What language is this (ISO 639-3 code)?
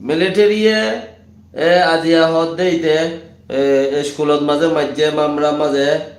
rhg